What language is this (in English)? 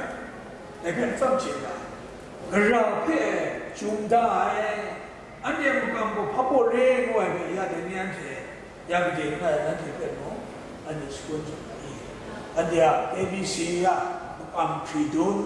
Kachin